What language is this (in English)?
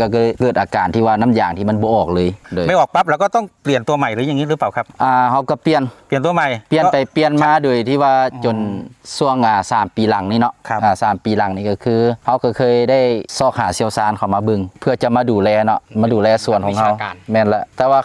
Lao